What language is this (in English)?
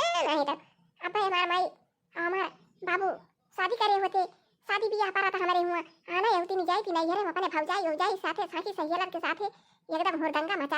Awadhi